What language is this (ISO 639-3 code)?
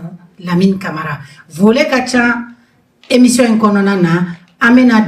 bam